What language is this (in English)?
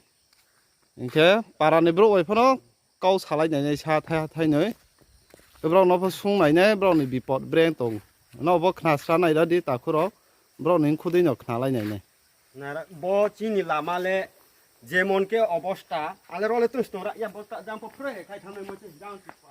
Riang (India)